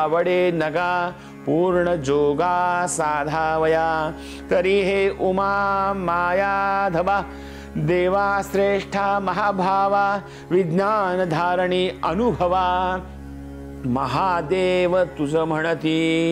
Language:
Marathi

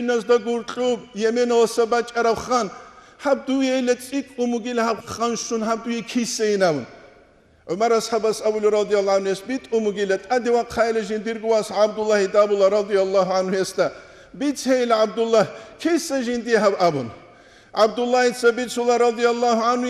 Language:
Avaric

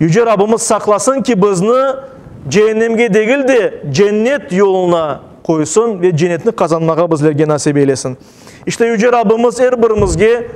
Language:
Crimean Tatar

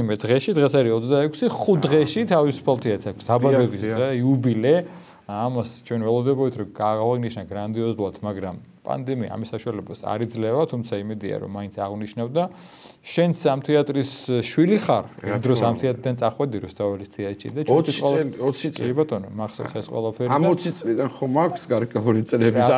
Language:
Georgian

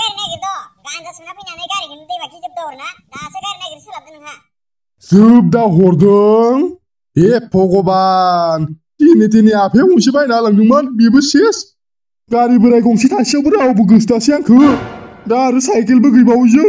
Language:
Bodo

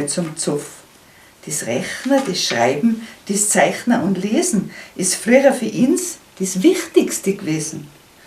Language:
Bavarian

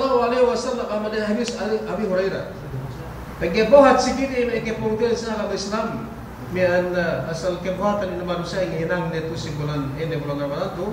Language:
Yakan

